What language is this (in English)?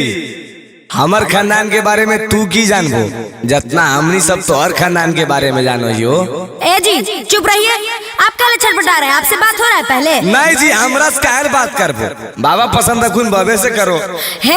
Magahi